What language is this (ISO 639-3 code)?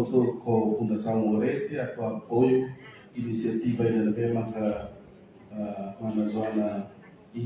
tet